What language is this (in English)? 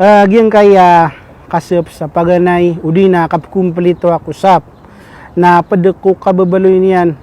Maranao